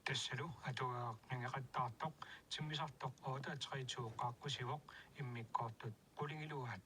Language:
Kalaallisut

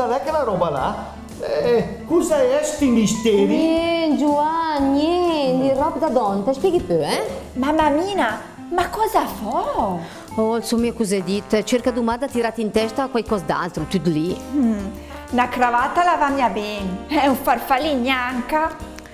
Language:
Lombard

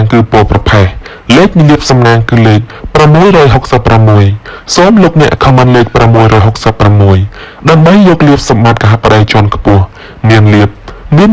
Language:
Khmer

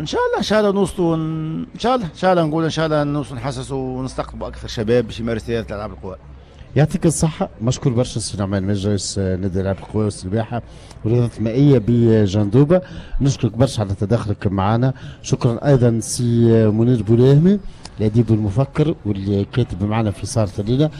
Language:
Tunisian Arabic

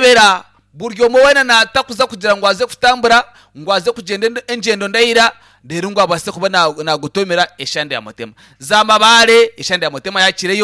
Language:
Nyankole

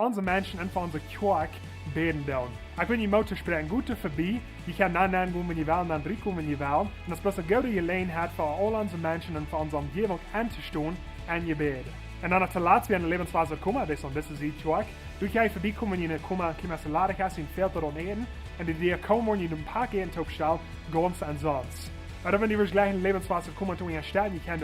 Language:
Plautdietsch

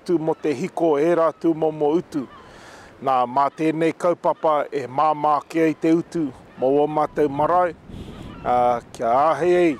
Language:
Māori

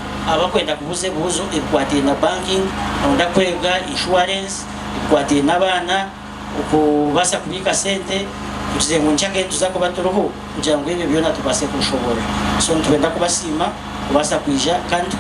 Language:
Nyankole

